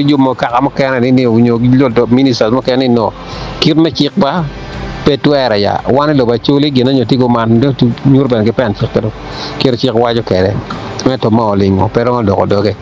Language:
Acoli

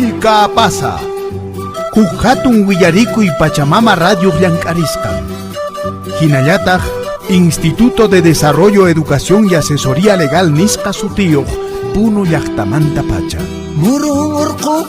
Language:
Quechua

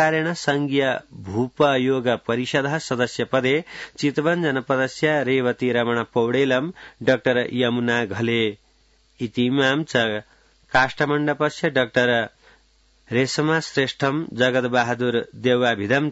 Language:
Sanskrit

